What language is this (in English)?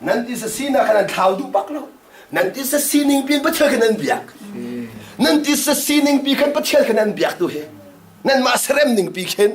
Hakha Chin